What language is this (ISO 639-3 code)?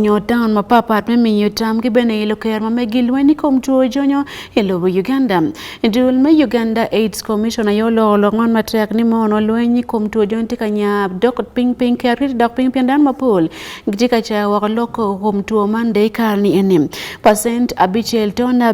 ach